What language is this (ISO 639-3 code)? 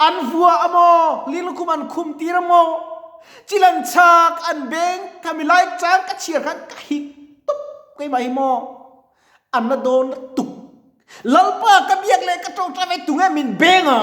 lus